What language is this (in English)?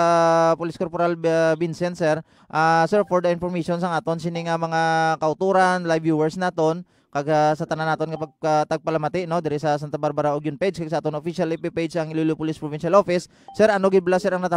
Hiligaynon